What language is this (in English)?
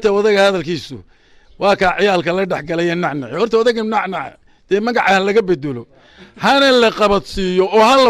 Somali